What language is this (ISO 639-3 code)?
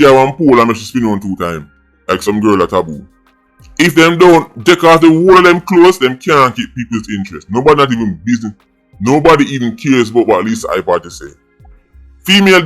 jam